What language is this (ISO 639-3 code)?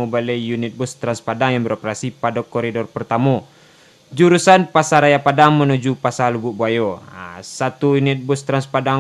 min